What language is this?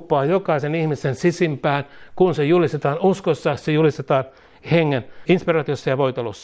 Finnish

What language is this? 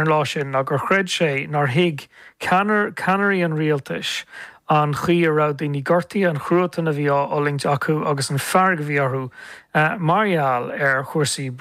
Irish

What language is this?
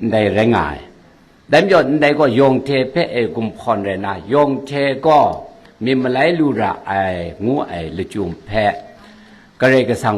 Kachin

